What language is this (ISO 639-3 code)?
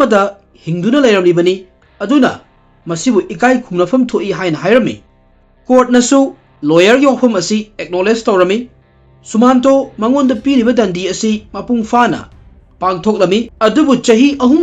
mni